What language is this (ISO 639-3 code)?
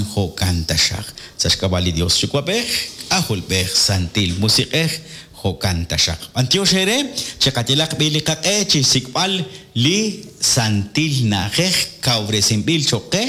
kek